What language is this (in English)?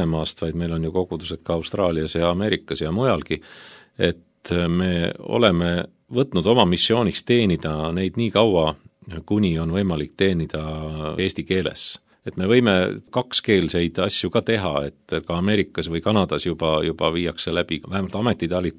Estonian